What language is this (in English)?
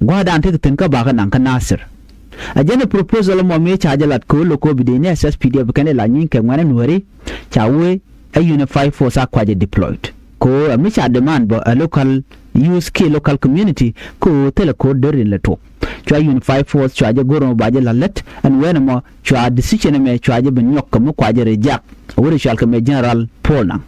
Nuer